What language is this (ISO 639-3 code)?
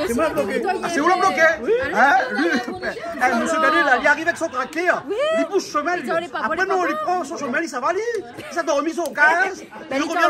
rcf